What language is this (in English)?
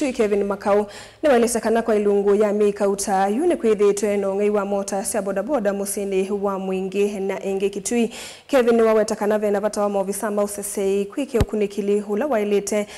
Kamba